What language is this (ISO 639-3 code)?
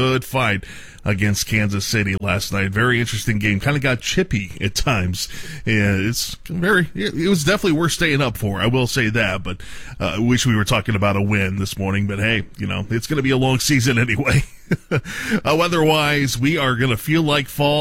eng